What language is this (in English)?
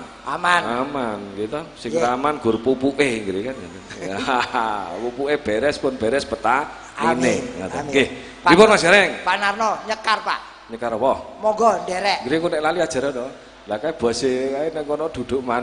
Javanese